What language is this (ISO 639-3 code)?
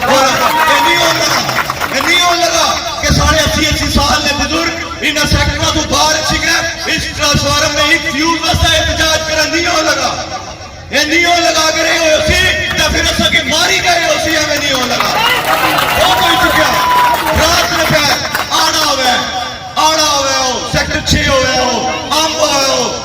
phr